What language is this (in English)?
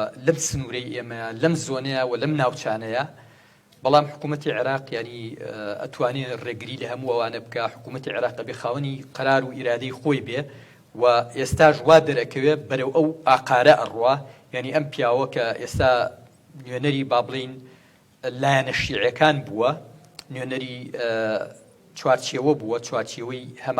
Central Kurdish